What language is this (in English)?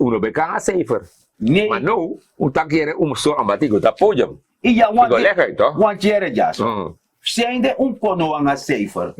Sranan Tongo